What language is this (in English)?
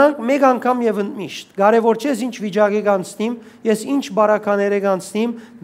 Western Armenian